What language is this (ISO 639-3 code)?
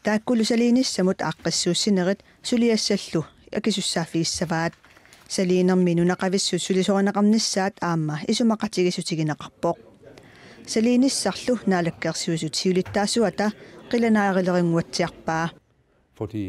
kal